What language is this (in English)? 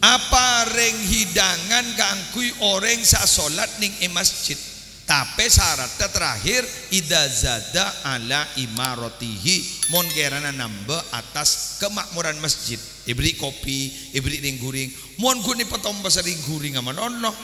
Madurese